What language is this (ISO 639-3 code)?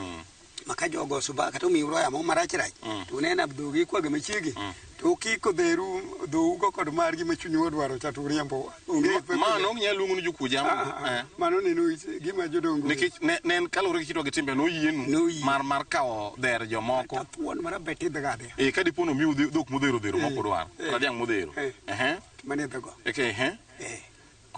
luo